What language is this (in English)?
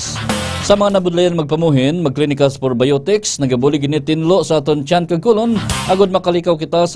Hiligaynon